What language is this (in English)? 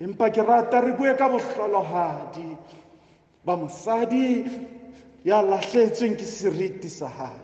Southern Sotho